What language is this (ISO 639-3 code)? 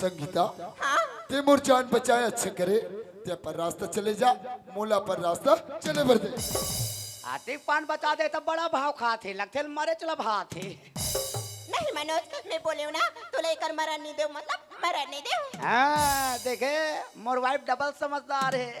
hne